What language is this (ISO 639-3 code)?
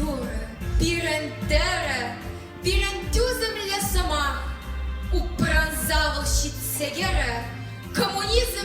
chv